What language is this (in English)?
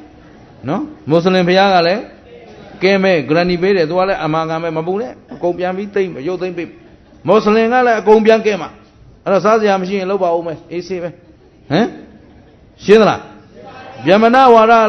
Burmese